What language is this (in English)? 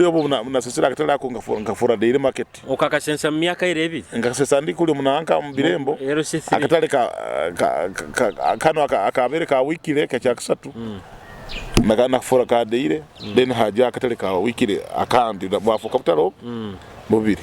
Nyoro